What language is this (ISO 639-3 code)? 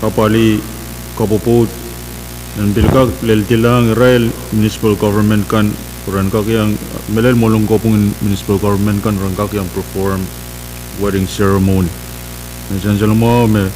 pon